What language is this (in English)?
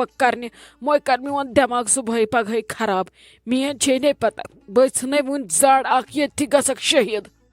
Kashmiri